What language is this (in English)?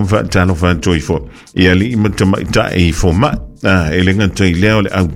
Samoan